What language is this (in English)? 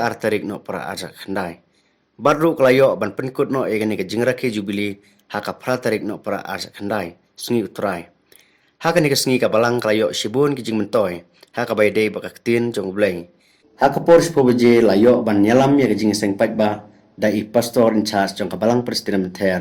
Khasi